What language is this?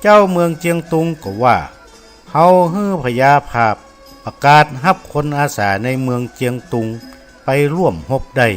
Northern Thai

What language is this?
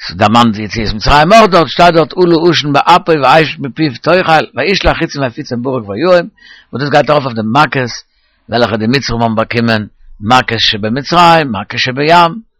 Yiddish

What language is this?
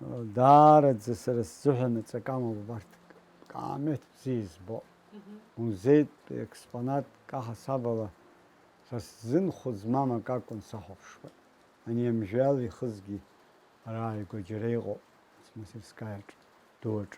Abkhazian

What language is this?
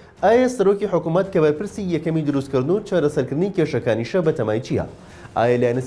Central Kurdish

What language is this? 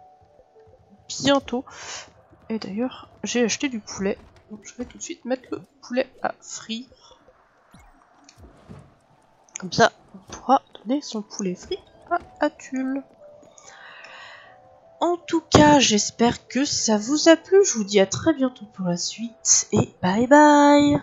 French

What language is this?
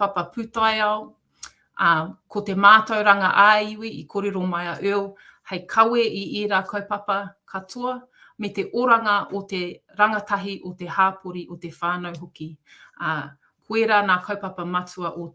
Māori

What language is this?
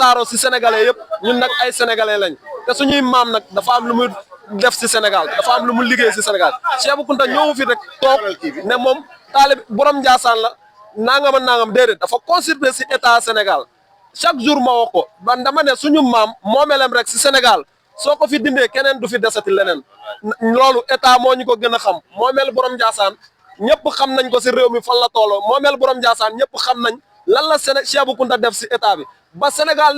Wolof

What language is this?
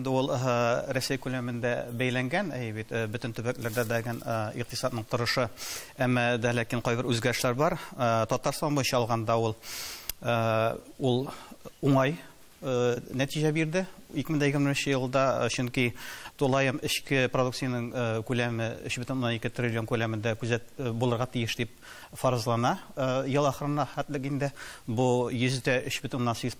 Tatar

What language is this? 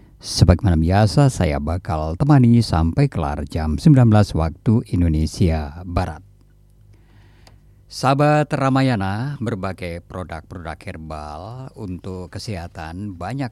Indonesian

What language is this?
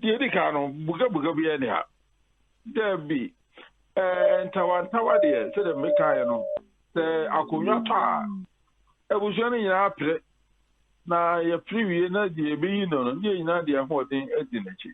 Akan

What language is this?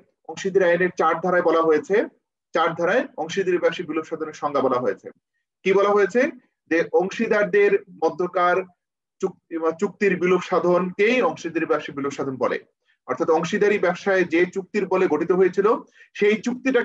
Bangla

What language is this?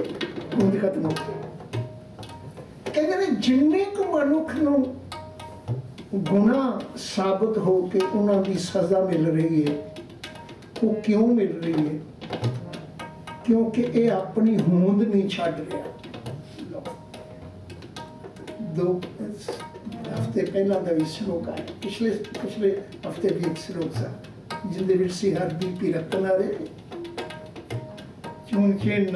Punjabi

